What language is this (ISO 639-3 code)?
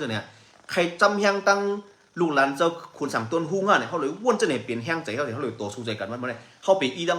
shn